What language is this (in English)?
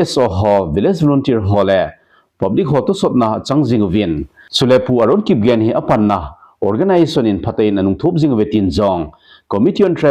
Thado Chin